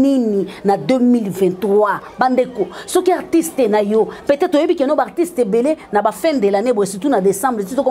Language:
Lingala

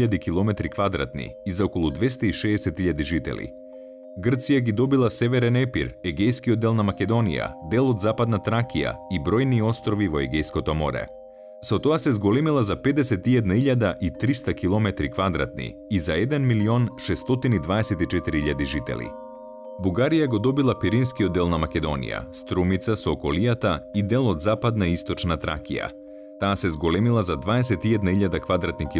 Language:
Macedonian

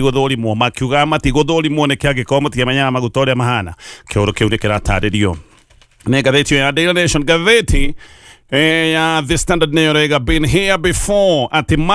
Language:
Kikuyu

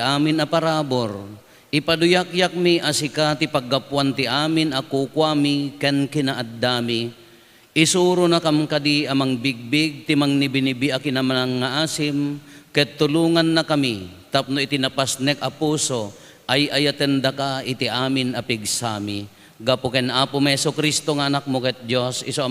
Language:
Iloko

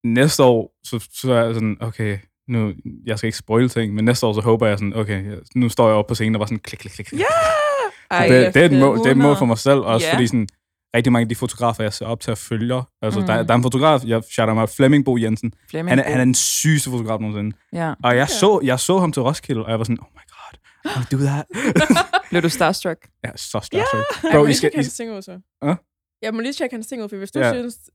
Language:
Danish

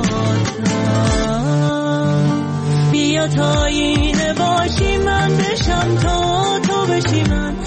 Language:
Persian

